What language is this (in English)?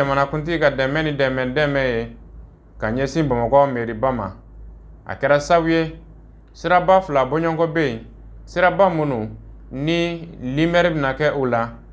Bambara